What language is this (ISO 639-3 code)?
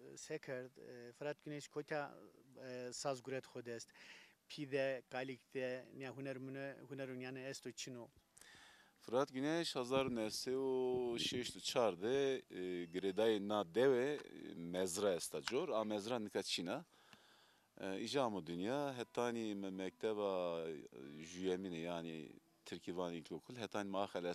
zza